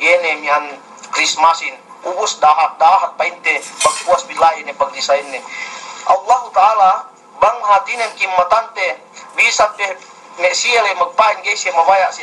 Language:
Yakan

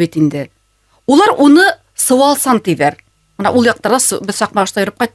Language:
Bashkir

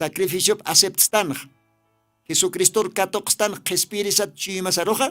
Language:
Aymara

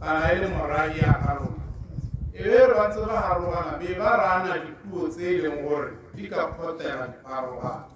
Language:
Tswana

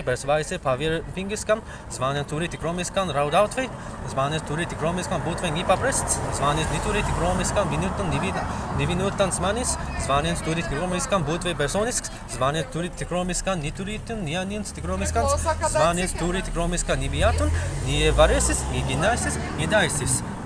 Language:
Prussian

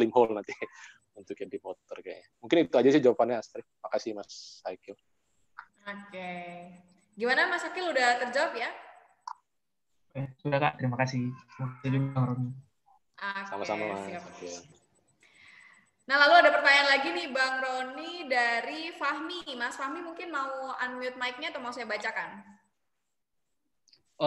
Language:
Indonesian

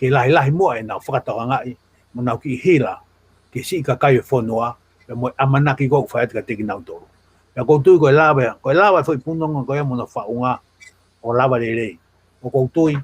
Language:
Tongan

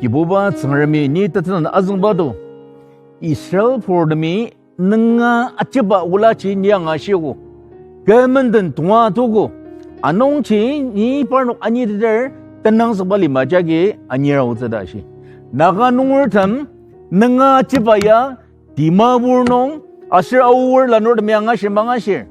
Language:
Ao Naga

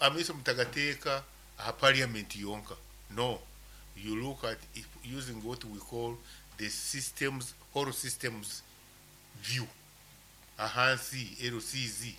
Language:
Nyankole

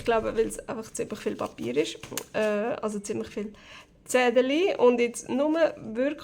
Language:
Swiss German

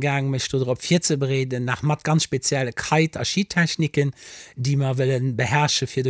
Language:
Luxembourgish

